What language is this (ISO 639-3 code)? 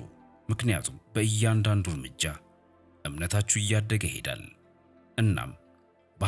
amh